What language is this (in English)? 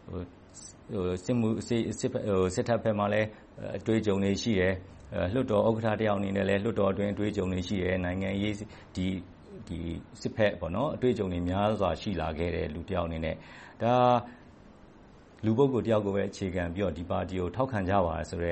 Burmese